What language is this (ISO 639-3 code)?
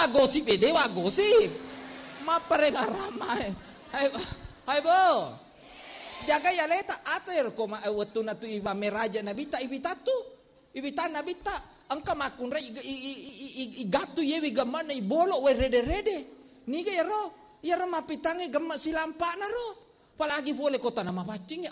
bug